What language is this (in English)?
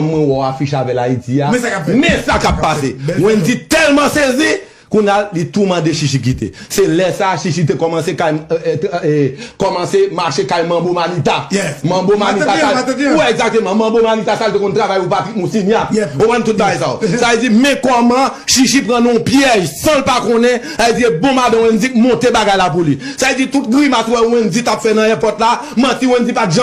Haitian Creole